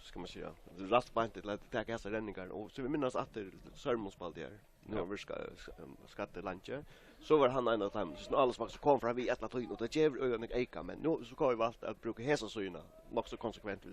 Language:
Faroese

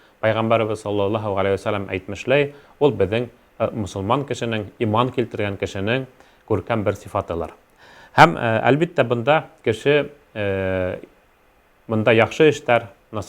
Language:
Bashkir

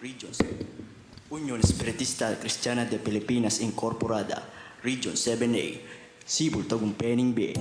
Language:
Pampanga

